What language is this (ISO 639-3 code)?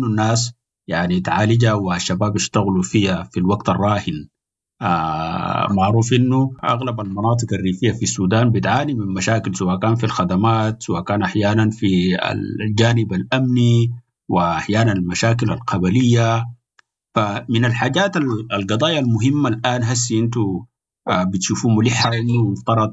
apd